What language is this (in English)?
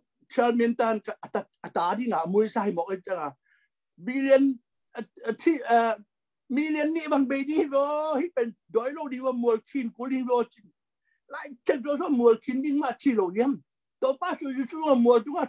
Tedim Chin